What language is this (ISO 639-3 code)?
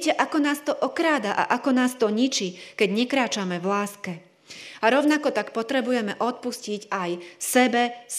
slk